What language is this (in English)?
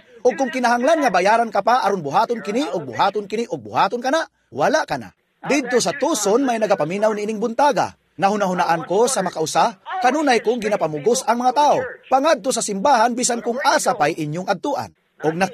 Cebuano